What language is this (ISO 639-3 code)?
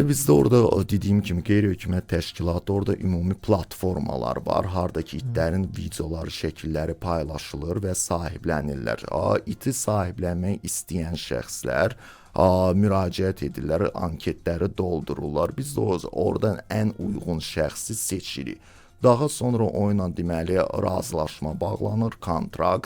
aze